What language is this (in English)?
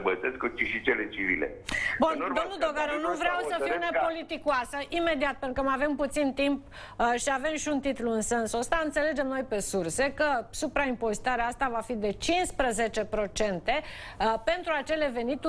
Romanian